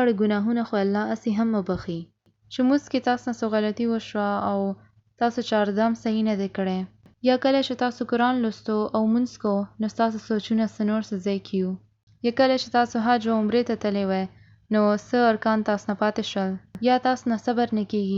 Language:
Pashto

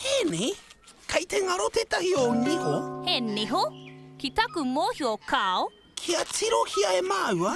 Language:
Māori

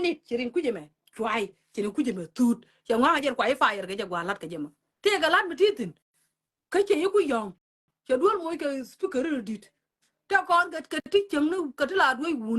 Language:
Nuer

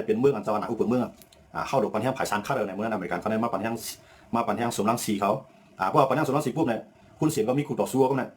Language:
Shan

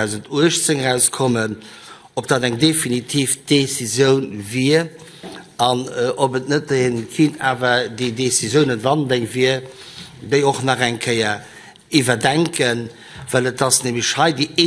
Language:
Luxembourgish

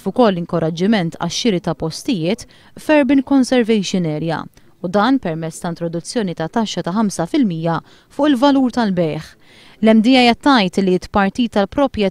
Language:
Maltese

